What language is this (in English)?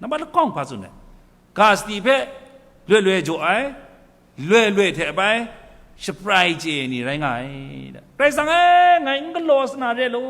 Kachin